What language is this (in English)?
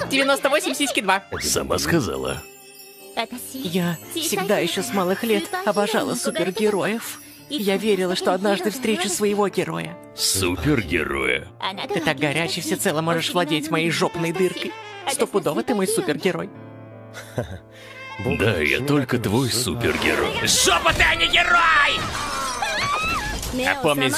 Russian